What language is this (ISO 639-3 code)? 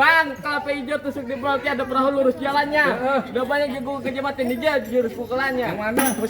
bew